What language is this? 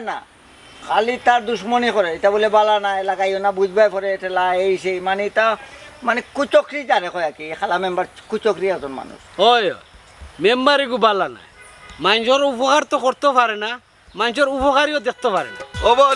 Sylheti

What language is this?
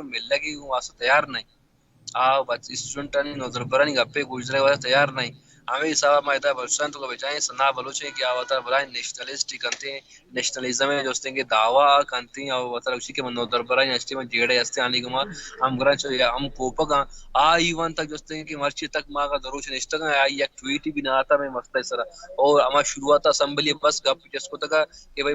Baluchi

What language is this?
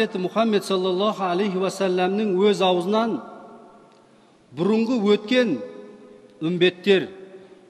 Kazakh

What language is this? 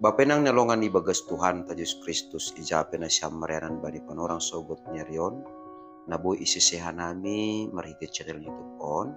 Batak Simalungun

